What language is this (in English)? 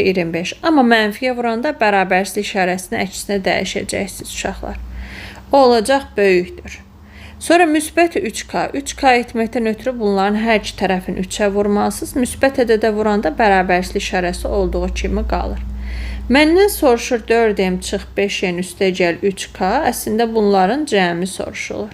Azerbaijani